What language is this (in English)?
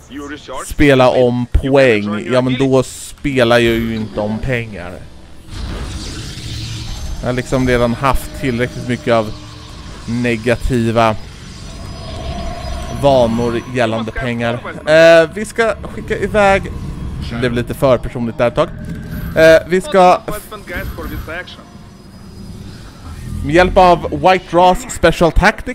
Swedish